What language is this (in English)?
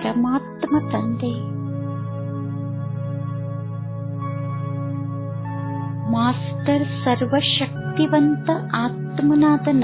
Kannada